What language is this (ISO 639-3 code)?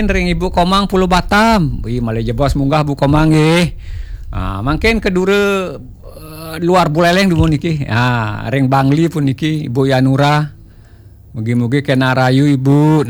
ban